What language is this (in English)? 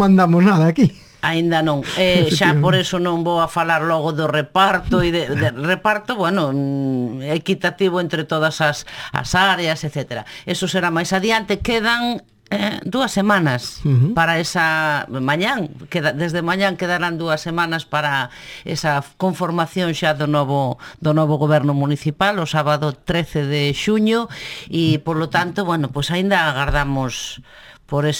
Galician